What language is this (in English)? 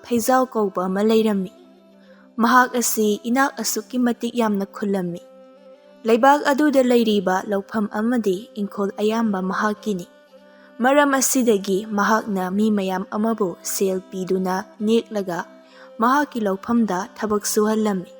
Manipuri